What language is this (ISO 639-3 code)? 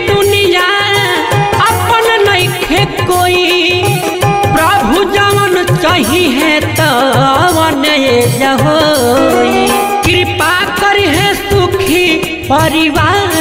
bho